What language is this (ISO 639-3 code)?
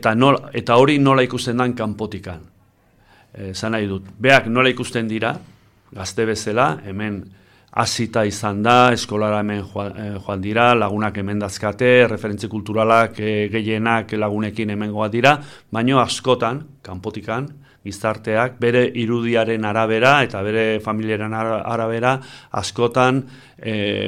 eus